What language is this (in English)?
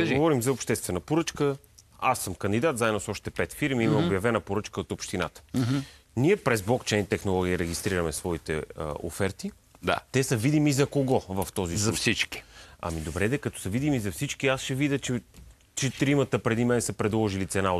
Bulgarian